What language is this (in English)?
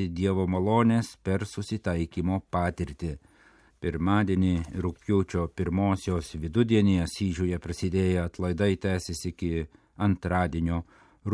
Lithuanian